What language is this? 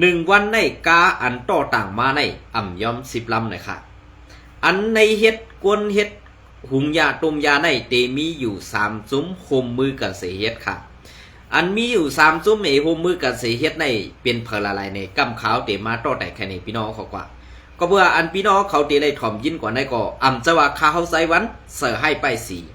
Shan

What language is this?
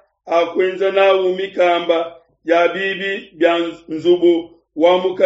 Luba-Lulua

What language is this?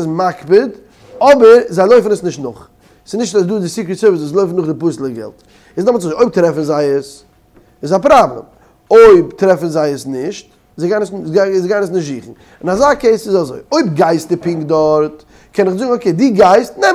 Yiddish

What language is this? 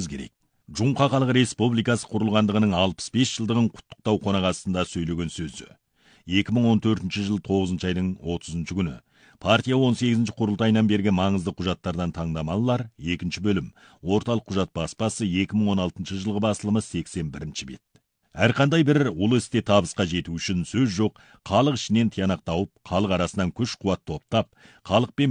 Kazakh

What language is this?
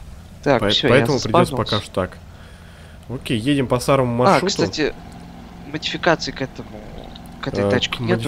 Russian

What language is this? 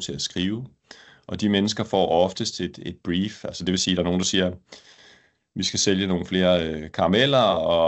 Danish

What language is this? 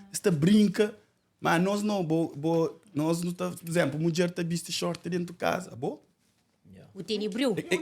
Kabuverdianu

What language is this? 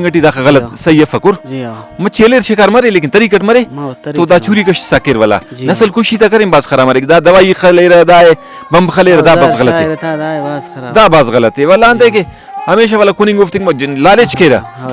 Brahui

